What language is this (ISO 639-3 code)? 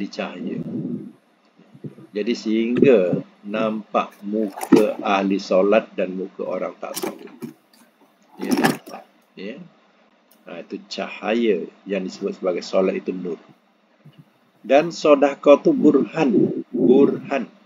msa